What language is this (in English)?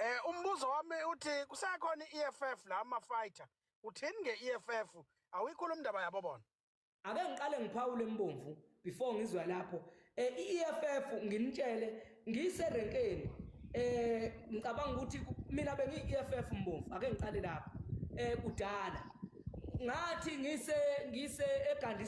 Zulu